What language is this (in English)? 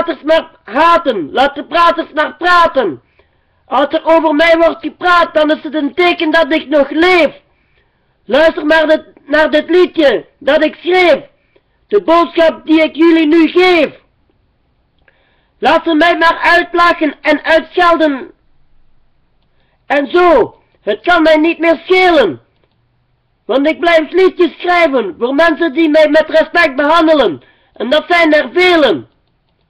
Dutch